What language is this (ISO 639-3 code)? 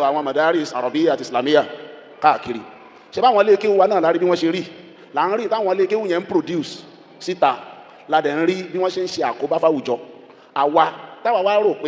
yor